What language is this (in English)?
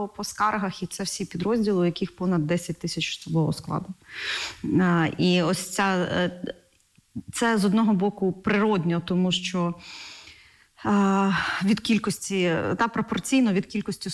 Ukrainian